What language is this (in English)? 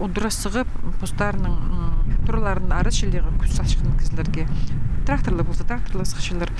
Khakas